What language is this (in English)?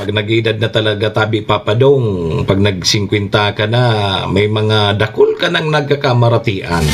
Bikol